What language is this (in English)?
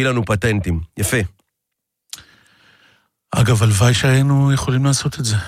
Hebrew